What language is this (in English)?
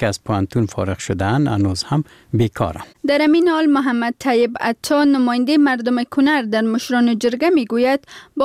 Persian